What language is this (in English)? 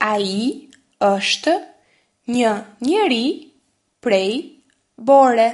Albanian